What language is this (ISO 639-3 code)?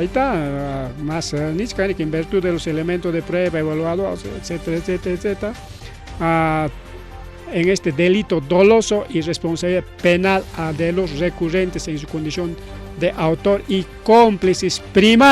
quy